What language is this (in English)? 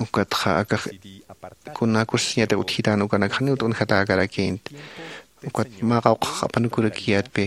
Aymara